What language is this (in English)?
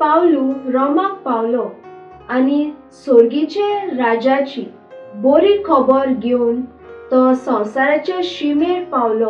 Konkani